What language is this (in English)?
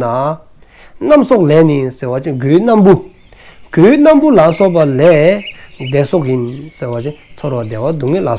Dzongkha